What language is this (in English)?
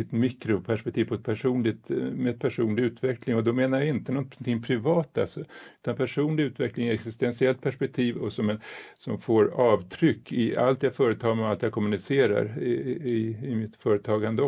Swedish